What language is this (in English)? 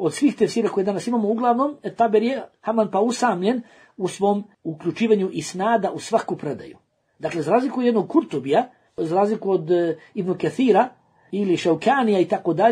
Bosnian